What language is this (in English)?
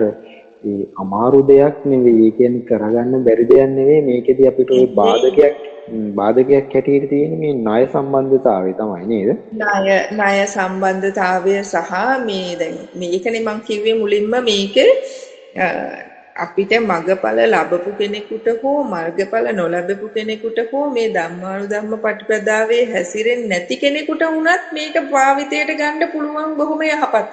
Sinhala